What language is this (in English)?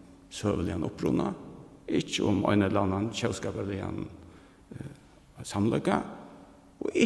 Faroese